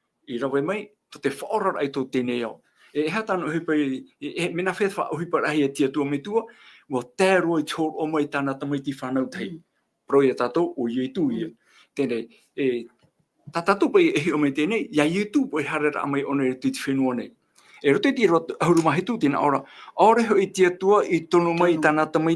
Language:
Tahitian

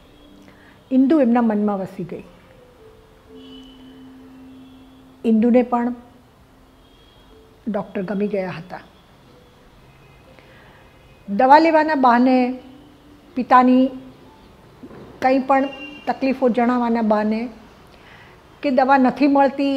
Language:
Gujarati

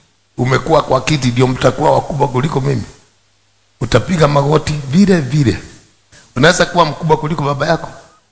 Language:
Swahili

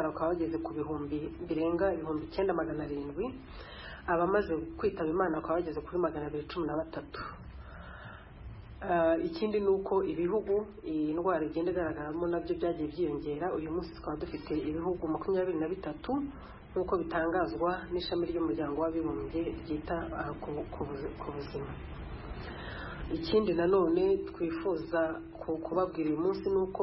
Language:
Kinyarwanda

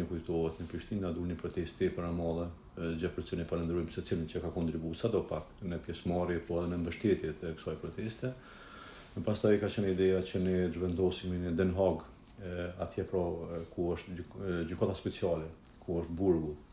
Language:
Albanian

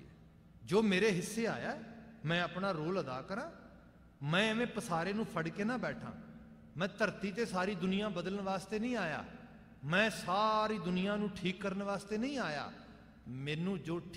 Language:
Punjabi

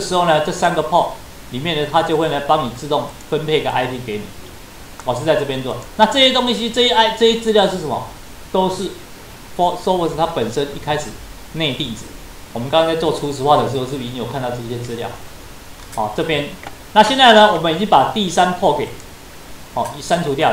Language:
Chinese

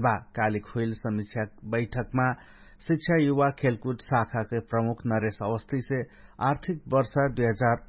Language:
Dangaura Tharu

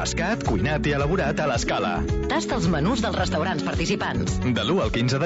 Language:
Catalan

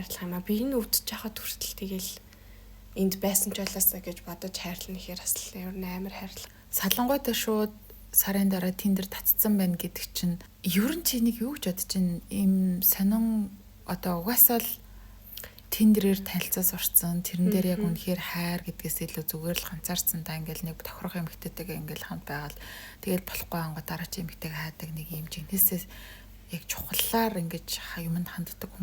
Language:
Mongolian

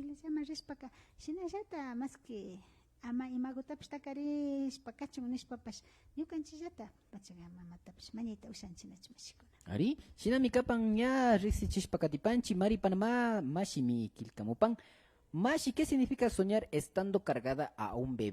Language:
Imbabura Highland Quichua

